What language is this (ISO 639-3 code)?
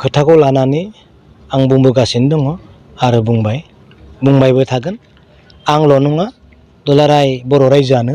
brx